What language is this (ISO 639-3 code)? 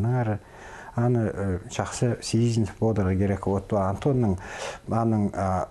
kjh